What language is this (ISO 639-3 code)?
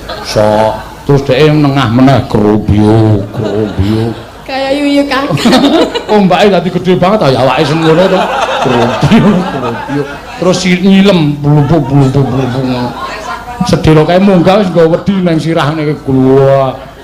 jav